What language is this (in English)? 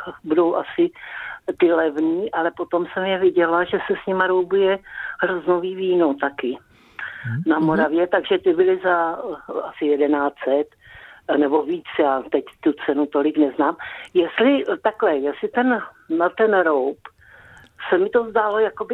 Czech